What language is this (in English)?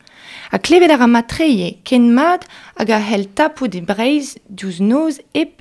Breton